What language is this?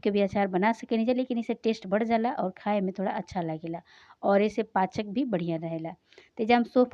Bhojpuri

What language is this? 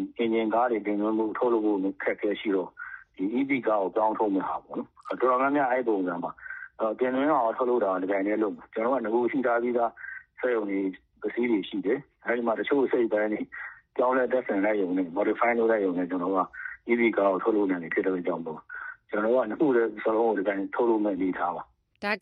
Burmese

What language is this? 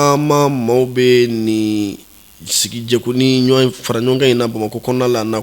Bambara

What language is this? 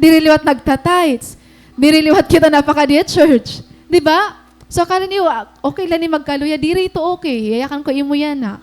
Waray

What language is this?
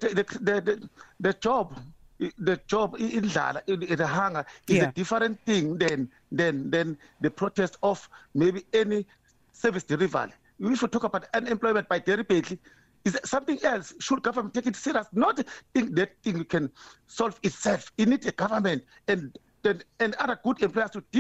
English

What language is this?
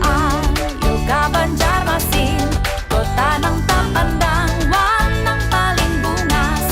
Banjar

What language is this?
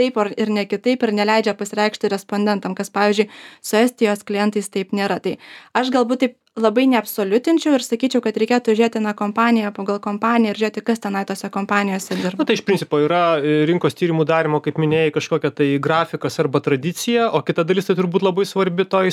Lithuanian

